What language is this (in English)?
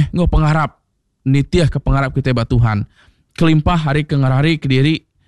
Iban